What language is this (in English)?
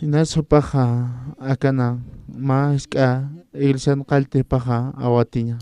Aymara